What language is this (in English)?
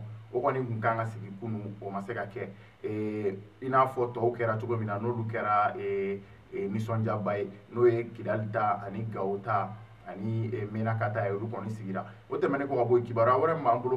Bambara